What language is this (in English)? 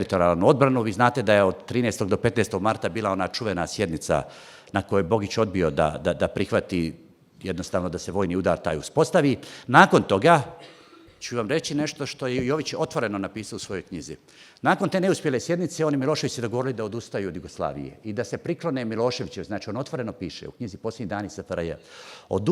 Bosnian